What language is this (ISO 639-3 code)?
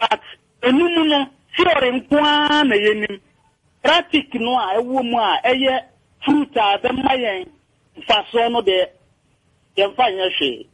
aka